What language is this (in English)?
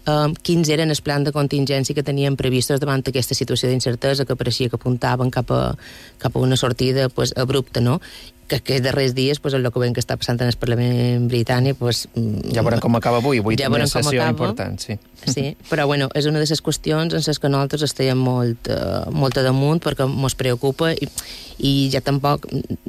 Catalan